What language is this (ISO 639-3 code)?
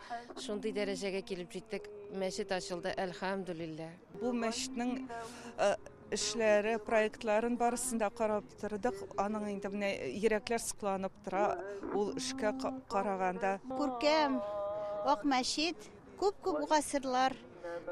tat